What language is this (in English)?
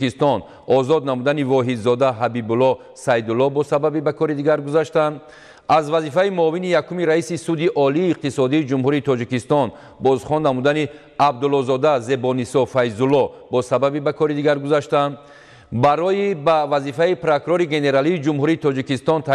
Tajik